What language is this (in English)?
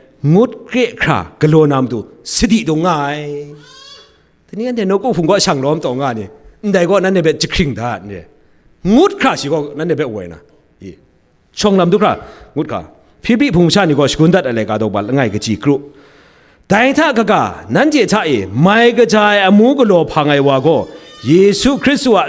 Kachin